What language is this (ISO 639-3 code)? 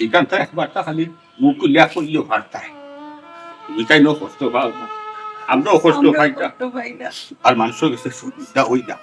syl